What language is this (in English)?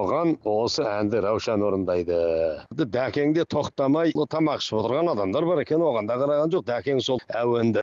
Kazakh